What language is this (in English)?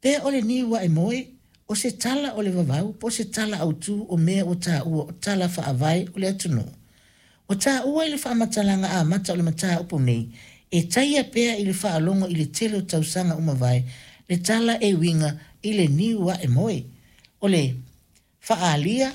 Samoan